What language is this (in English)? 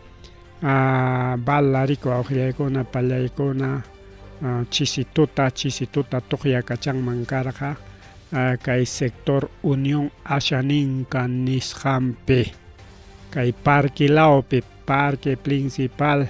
Ayacucho Quechua